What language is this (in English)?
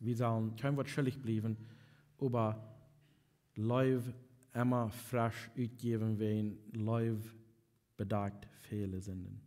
Plautdietsch